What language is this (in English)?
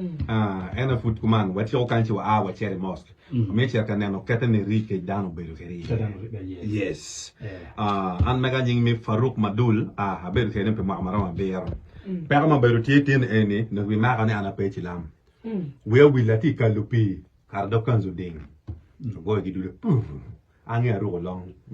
Acoli